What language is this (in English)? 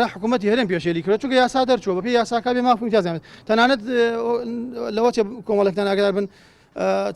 Central Kurdish